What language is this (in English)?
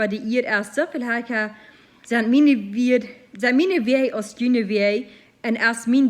Plautdietsch